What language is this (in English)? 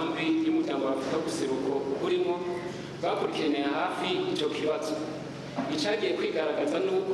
Rundi